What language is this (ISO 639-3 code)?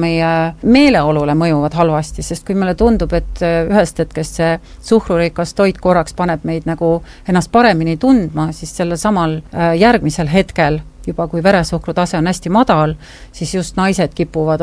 est